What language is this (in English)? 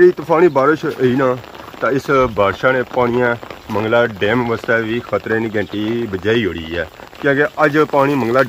Pahari-Potwari